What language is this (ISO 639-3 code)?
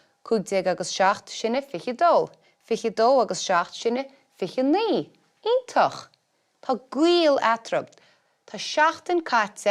gle